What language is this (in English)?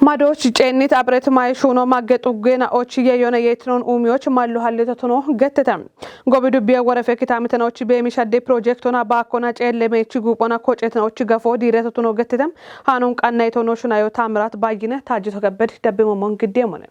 Kafa